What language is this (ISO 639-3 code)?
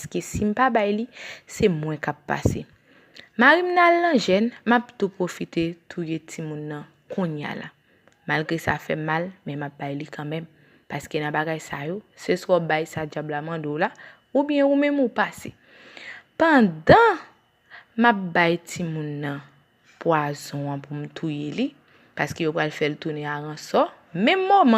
hat